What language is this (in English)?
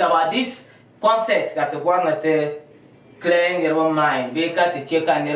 Dagbani